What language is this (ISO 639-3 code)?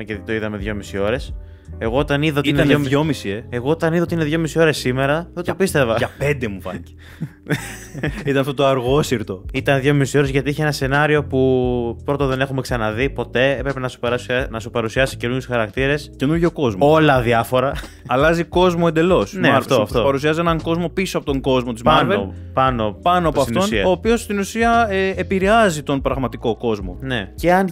ell